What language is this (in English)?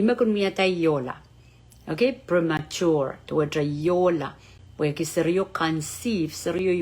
Pohnpeian